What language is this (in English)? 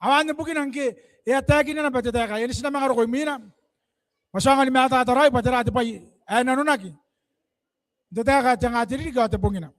Gilbertese